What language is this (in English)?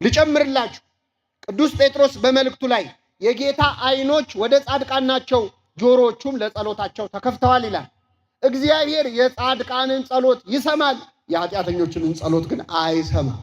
Amharic